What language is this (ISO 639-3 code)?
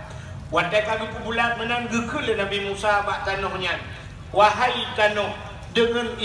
ace